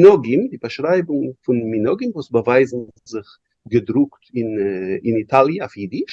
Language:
Yiddish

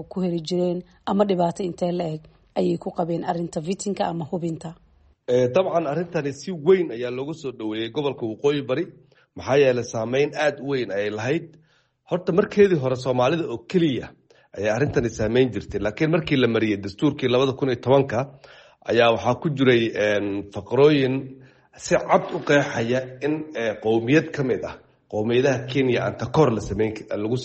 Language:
Somali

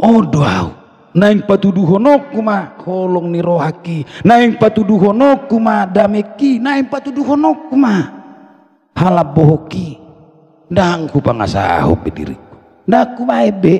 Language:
Batak Toba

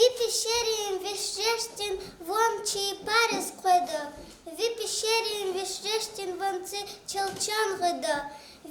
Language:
Lezghian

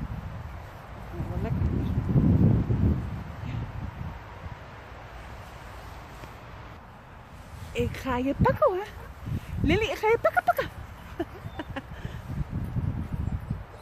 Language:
Dutch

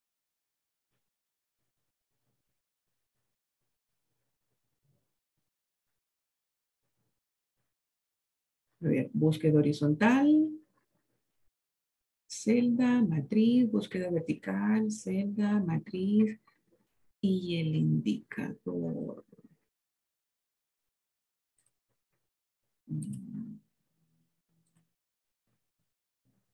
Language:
Spanish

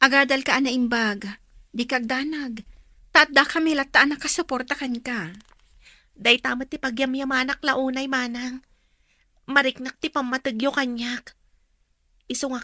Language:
Iloko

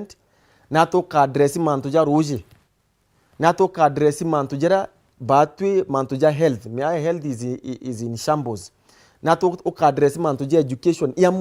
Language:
Meru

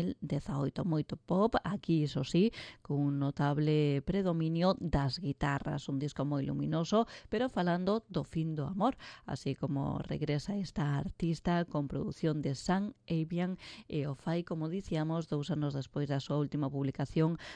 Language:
Galician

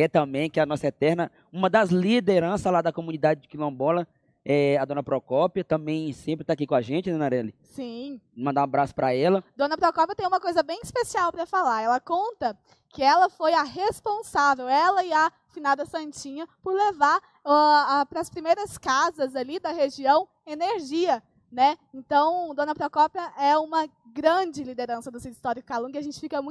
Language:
Portuguese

